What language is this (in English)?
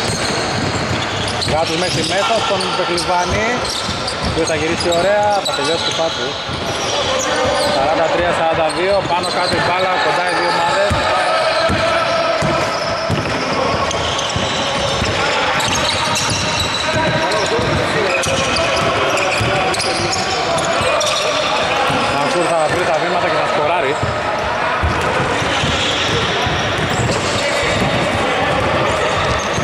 Greek